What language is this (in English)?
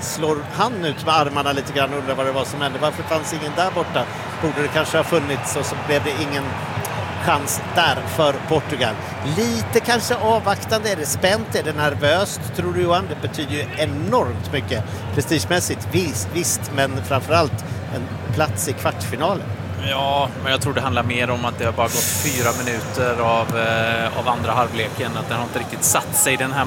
Swedish